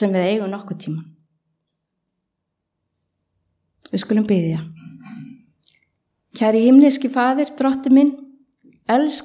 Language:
Icelandic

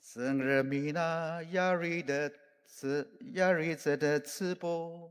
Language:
Ao Naga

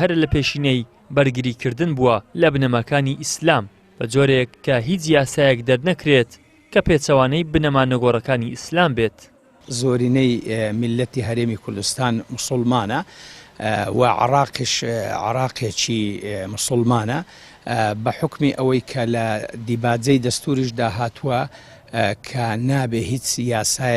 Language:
Central Kurdish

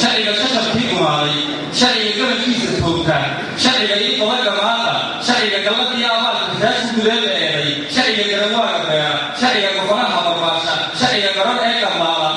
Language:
Somali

